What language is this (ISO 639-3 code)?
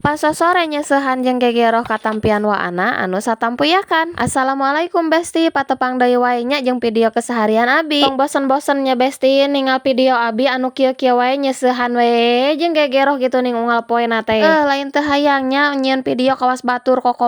sun